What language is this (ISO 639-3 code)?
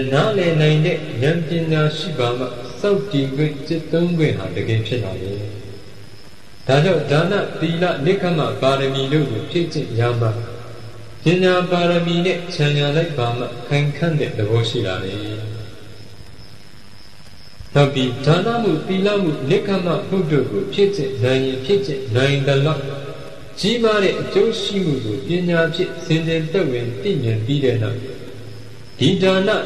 mya